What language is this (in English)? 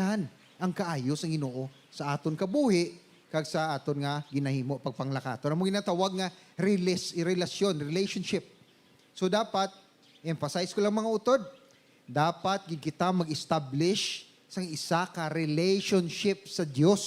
Hiligaynon